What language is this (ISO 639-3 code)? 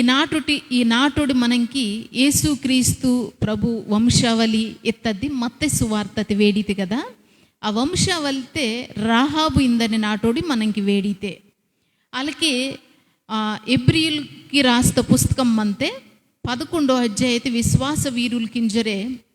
kff